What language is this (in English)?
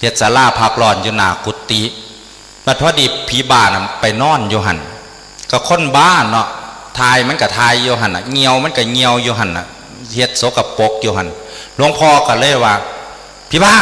Northeastern Thai